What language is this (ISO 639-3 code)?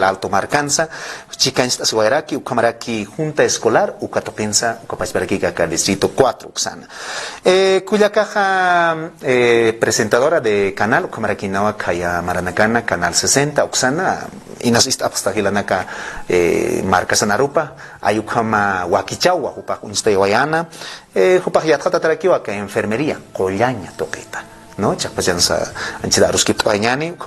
aym